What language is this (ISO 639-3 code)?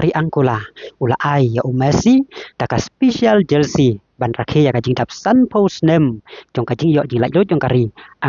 kha